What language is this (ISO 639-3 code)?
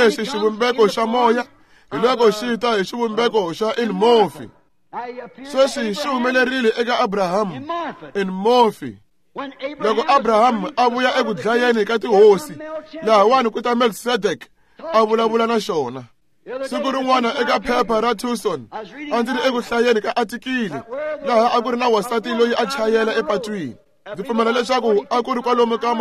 tso